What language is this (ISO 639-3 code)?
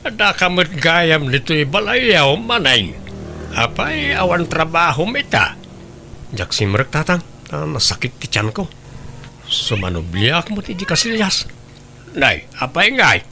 ilo